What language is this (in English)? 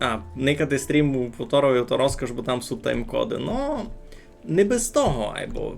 Rusyn